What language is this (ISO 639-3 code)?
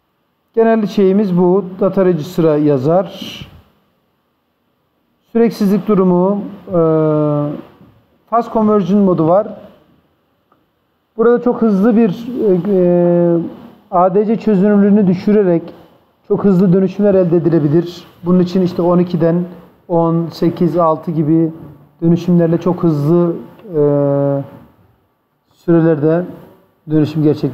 tur